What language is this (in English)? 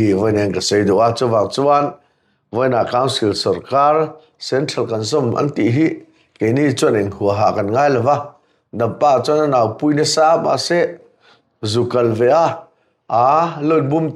Mizo